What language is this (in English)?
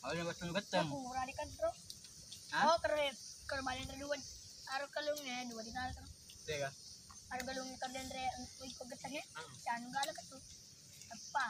Buginese